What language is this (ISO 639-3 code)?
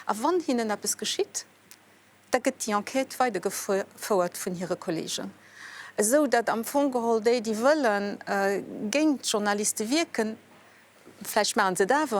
ltz